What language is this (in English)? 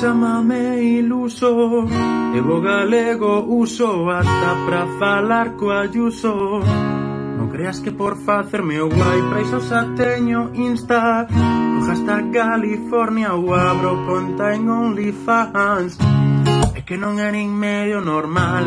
Galician